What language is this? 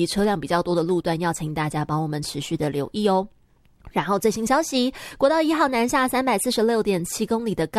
Chinese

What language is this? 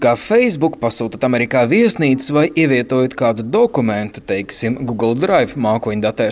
Latvian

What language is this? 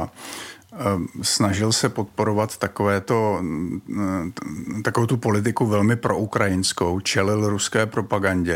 Czech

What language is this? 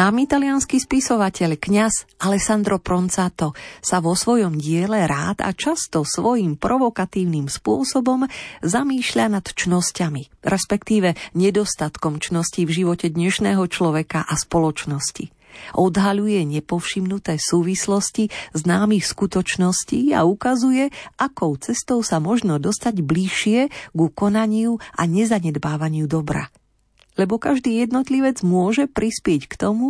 Slovak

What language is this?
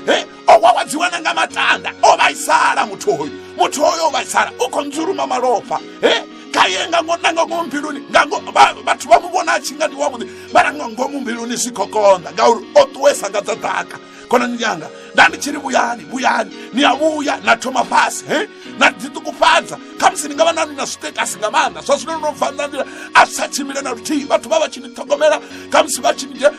Venda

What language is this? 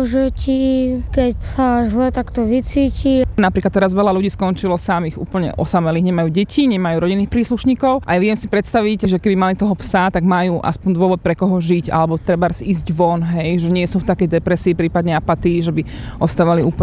Slovak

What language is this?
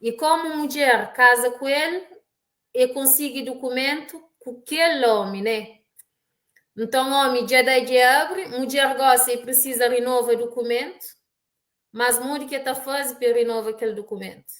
Kabuverdianu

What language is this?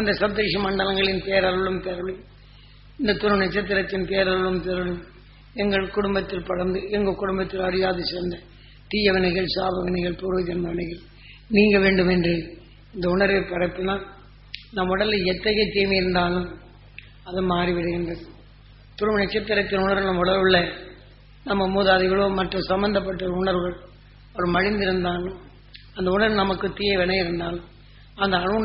Tamil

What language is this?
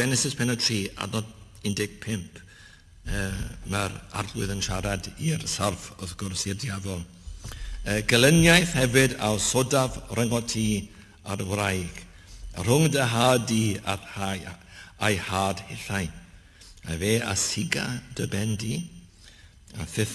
Welsh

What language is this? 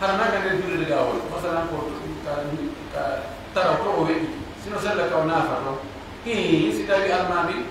Pular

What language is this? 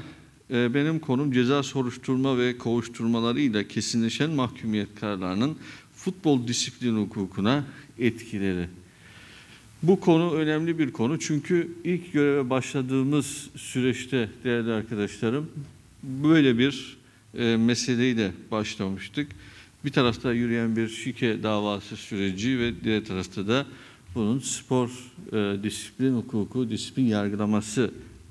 Turkish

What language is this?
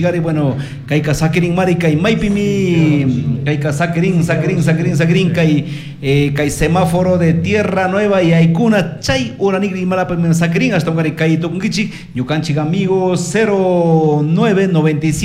Chimborazo Highland Quichua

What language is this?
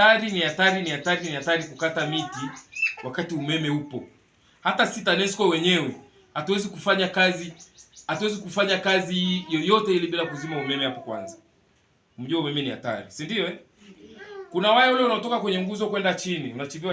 Swahili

